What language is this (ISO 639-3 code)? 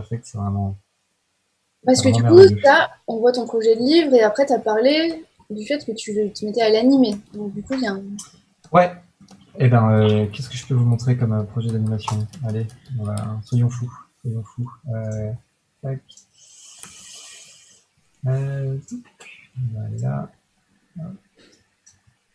fra